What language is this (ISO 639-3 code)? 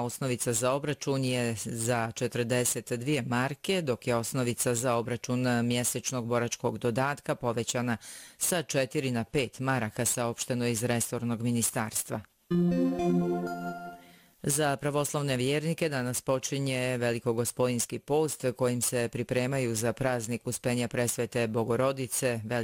bos